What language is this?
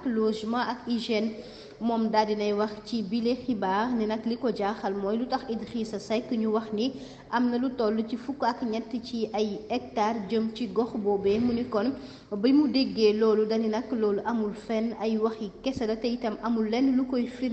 Wolof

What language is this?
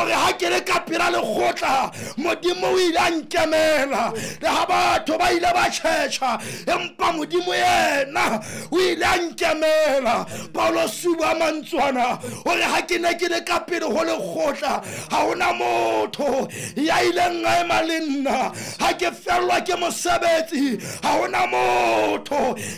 Southern Sotho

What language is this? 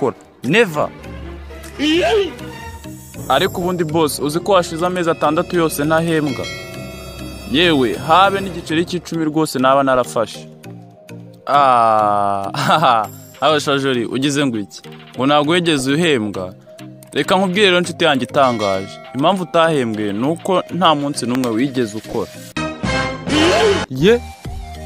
Kinyarwanda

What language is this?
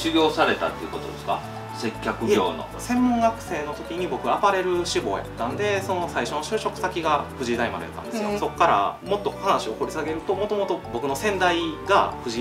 Japanese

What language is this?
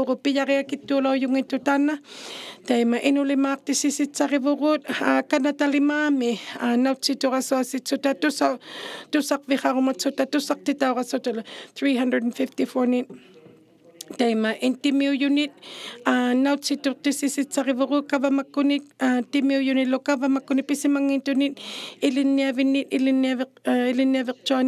Inuktitut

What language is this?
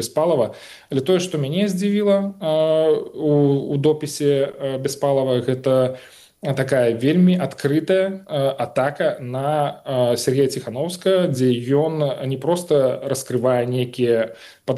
Belarusian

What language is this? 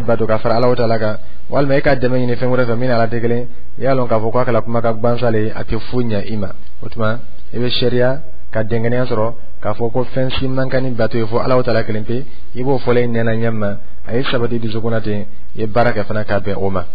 Dyula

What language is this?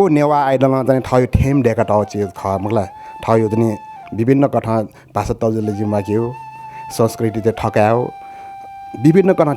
Newari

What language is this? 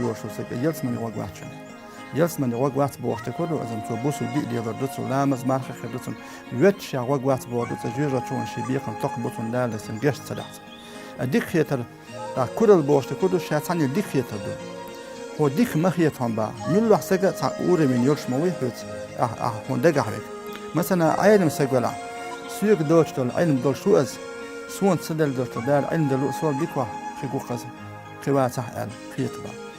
Chechen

